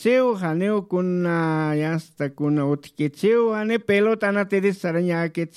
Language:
Aymara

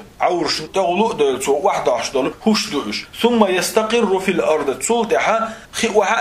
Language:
Chechen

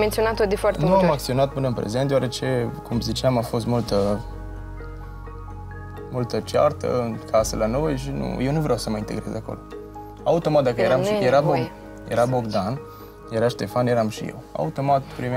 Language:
Romanian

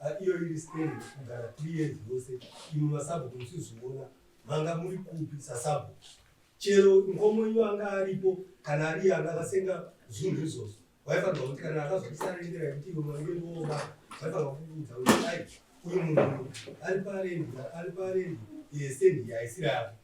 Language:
Shona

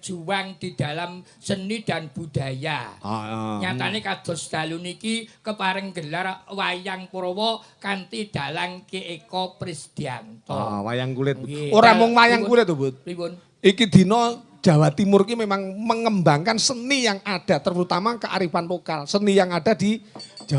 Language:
Javanese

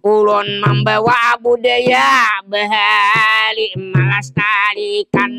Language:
Banjar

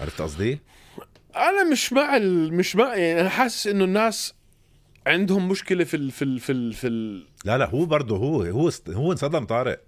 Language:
North Levantine Arabic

